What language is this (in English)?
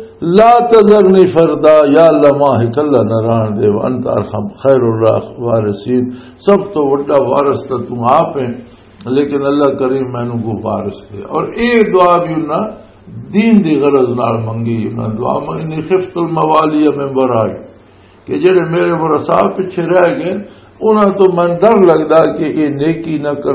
Western Panjabi